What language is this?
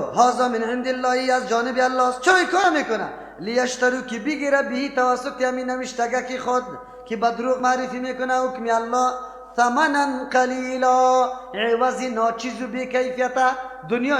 Persian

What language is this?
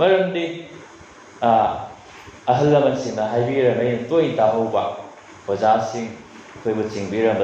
Manipuri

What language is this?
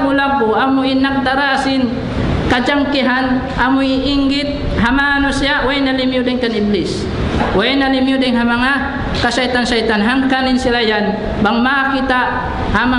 Tausug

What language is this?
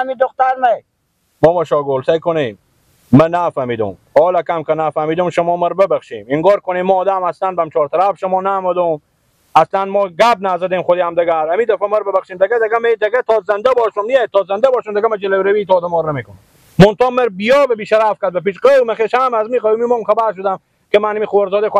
Persian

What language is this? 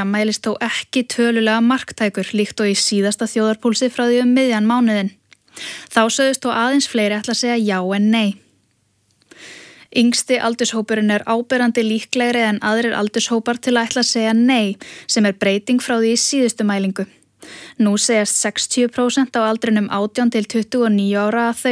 Icelandic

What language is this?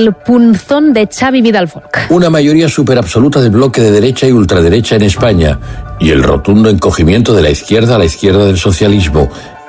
Spanish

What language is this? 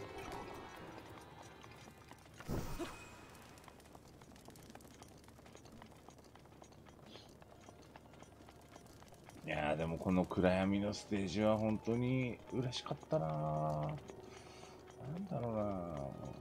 Japanese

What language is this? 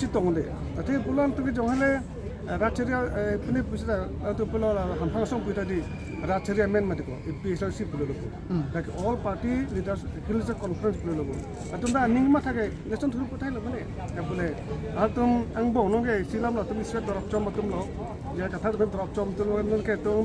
Karbi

